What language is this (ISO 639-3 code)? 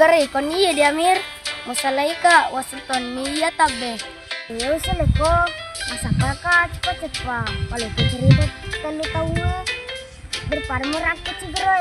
bug